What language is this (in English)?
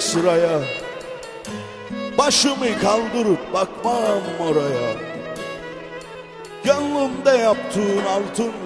Turkish